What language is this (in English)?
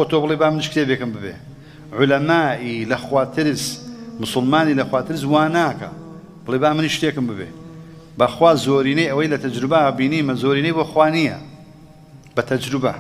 Central Kurdish